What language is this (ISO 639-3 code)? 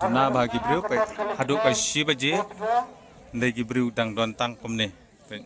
kha